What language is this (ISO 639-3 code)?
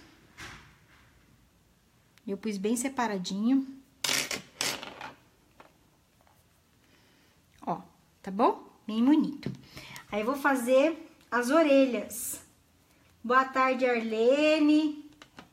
por